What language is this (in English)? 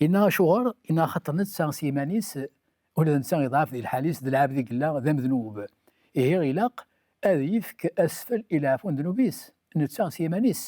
Kabyle